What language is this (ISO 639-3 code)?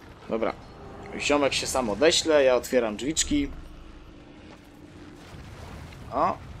pol